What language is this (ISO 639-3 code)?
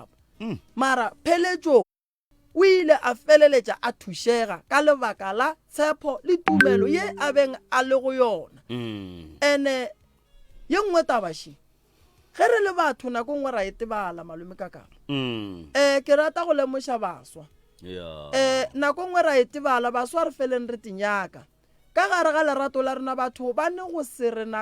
nso